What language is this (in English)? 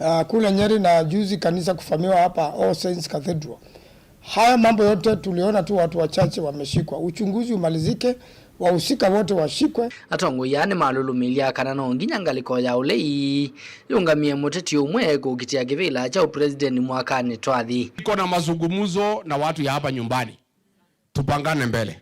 Kamba